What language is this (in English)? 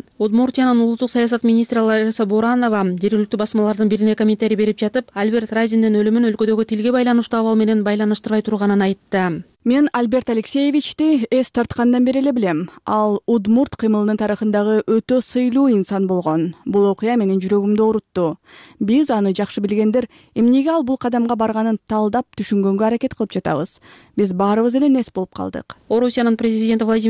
Kyrgyz